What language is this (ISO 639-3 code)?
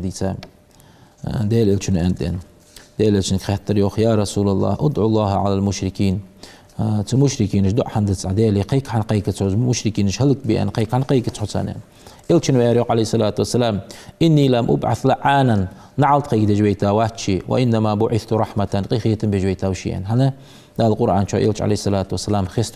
inh